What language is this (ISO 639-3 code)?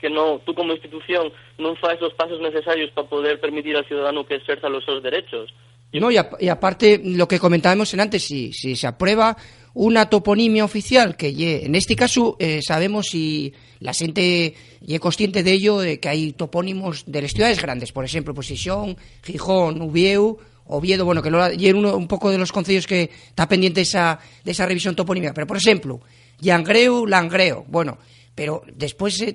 ast